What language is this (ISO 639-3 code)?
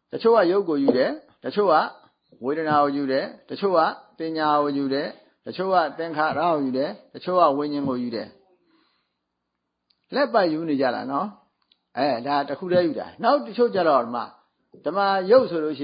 mya